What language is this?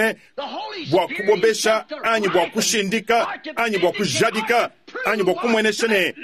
Luba-Lulua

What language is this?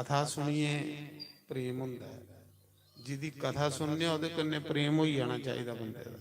Dogri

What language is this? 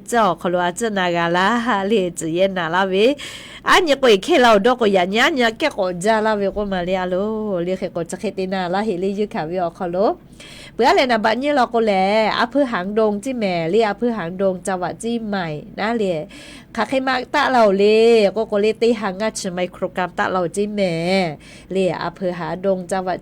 Lahu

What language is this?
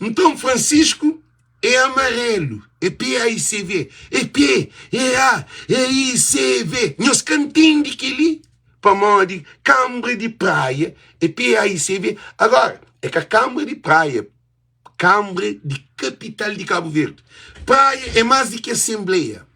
Kabuverdianu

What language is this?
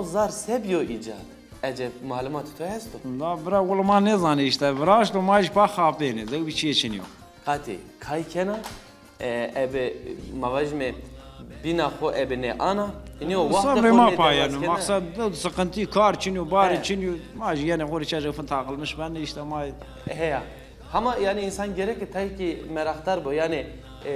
Zaza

